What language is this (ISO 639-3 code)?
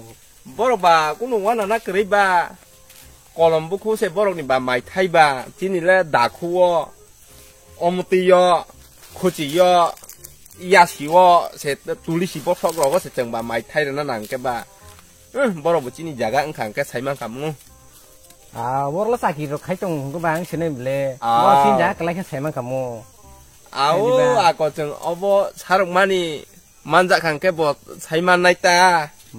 trp